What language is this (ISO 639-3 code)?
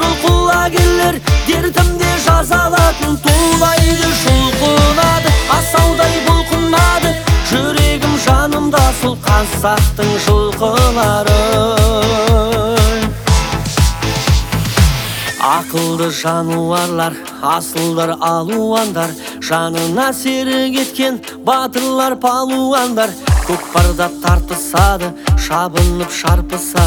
kaz